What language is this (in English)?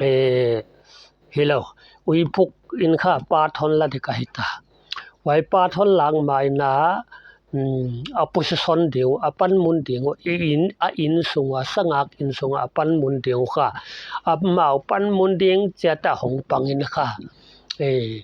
Paite Chin